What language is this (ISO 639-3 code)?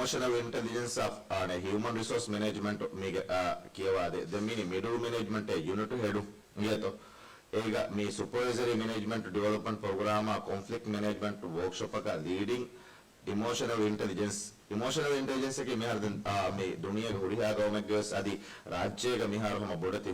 div